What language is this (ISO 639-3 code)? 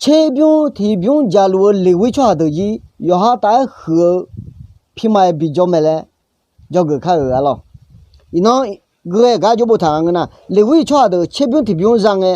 ahk